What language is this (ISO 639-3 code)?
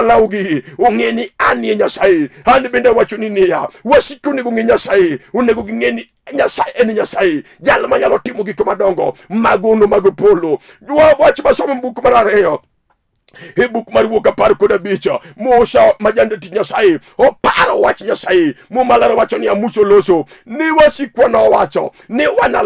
luo